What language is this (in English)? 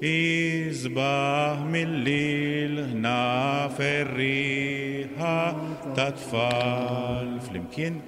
Maltese